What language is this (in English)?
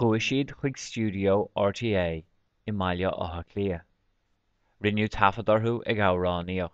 Irish